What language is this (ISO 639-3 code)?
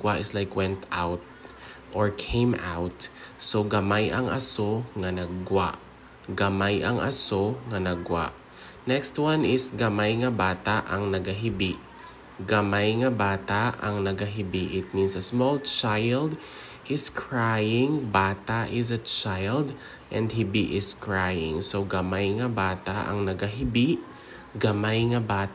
hil